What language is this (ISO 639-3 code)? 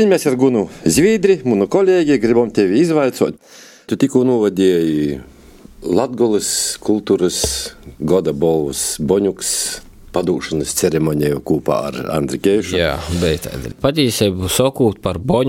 lav